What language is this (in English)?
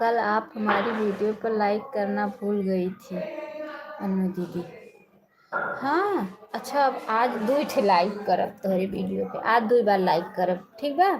Awadhi